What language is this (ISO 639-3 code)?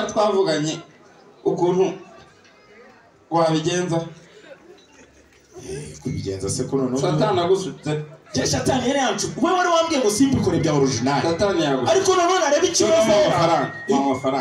kin